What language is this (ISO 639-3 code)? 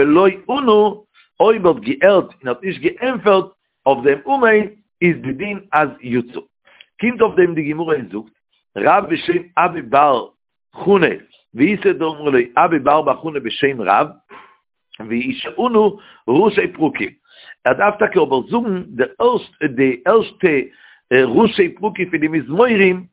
yid